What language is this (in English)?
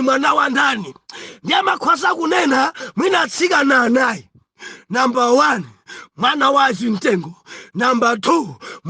Nyanja